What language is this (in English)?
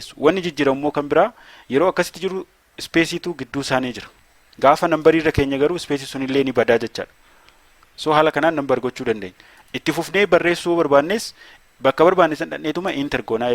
Oromo